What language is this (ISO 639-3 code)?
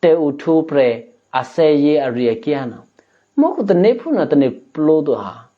eky